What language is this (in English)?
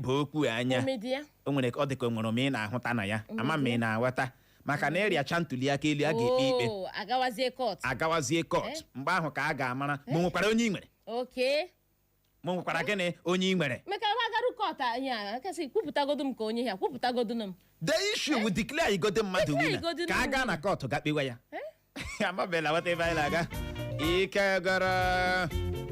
Igbo